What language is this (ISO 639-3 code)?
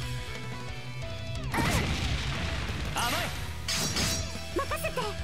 jpn